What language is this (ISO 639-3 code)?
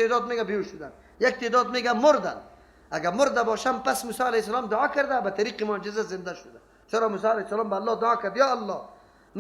fas